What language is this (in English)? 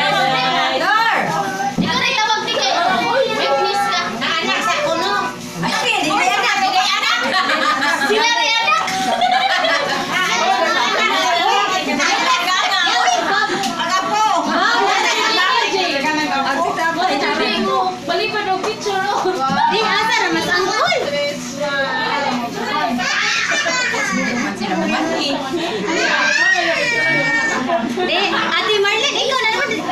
Filipino